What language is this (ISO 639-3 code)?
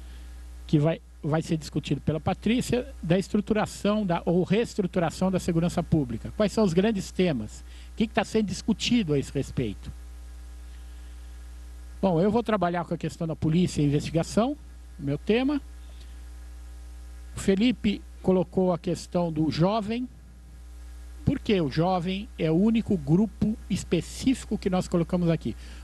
por